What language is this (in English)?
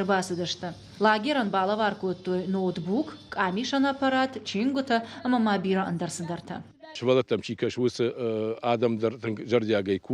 Ossetic